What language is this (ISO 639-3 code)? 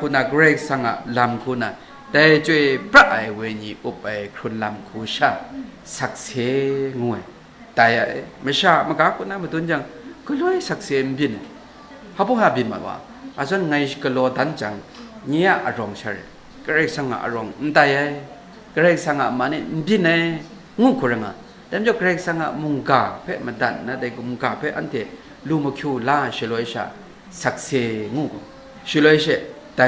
kac